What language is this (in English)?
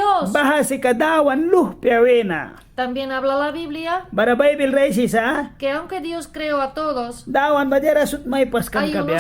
Mískito